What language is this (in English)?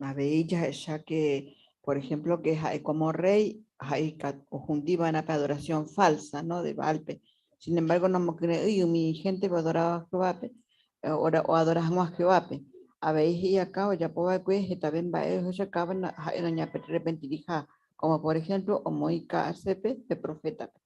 Guarani